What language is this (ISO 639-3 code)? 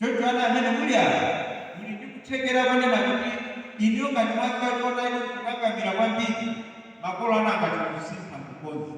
nya